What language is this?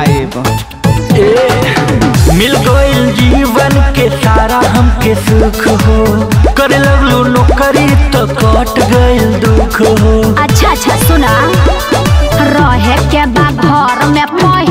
Bhojpuri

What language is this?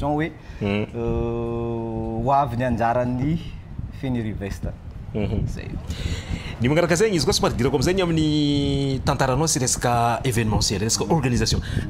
Malagasy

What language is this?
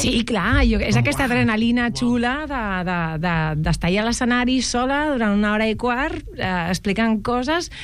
Catalan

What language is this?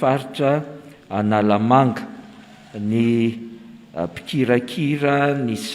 Malagasy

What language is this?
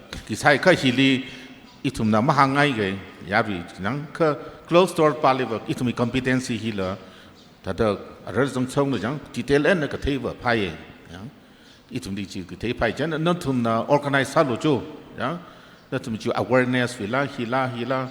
Tangkhul Naga (India)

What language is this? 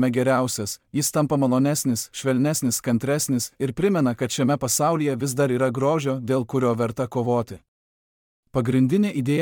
Lithuanian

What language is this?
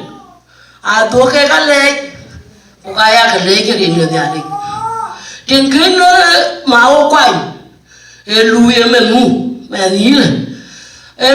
Dinka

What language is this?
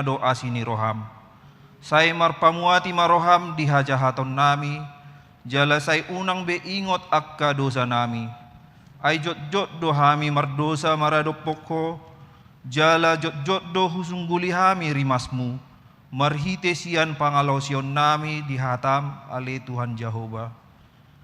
Batak Toba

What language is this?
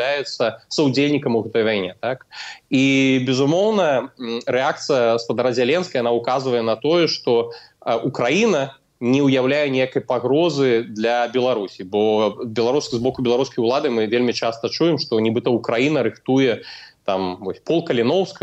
Belarusian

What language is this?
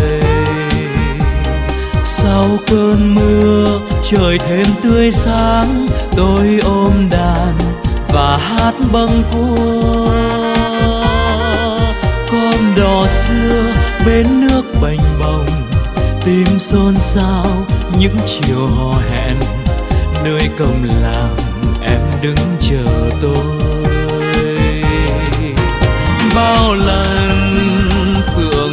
Vietnamese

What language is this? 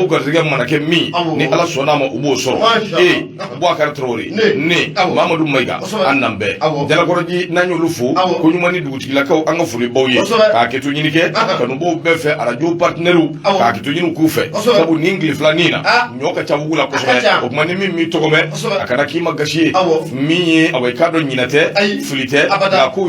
Bambara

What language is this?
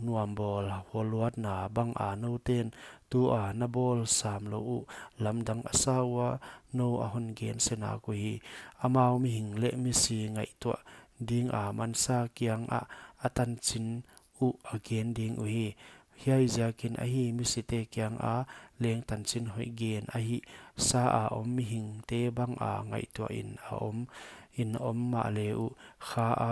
Paite Chin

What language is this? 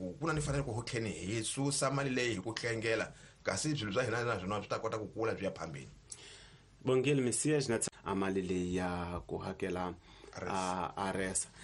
Tsonga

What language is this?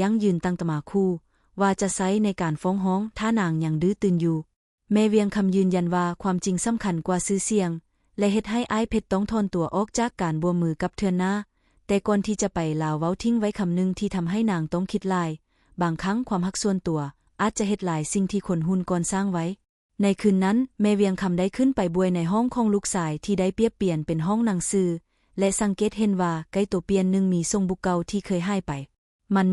Lao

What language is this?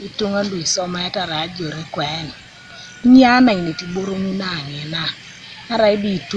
Teso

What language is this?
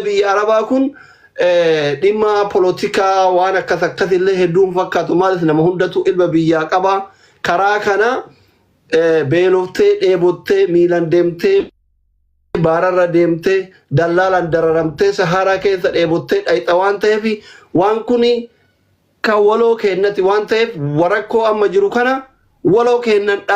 Oromo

